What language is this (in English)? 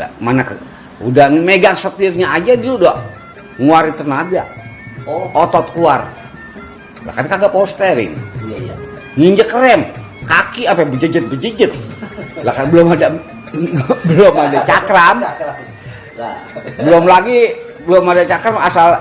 Betawi